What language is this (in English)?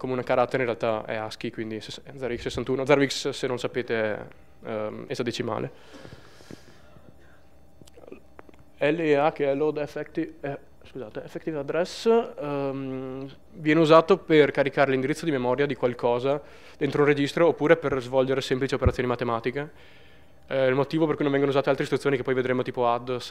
Italian